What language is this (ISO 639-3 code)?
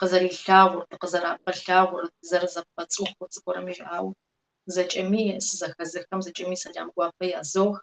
kbd